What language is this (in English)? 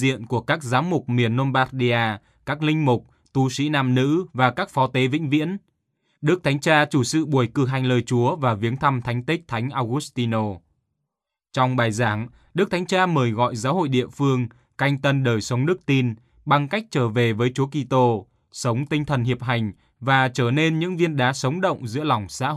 Vietnamese